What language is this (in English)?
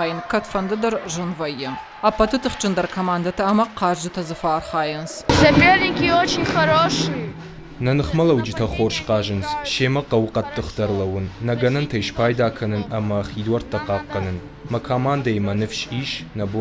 Ossetic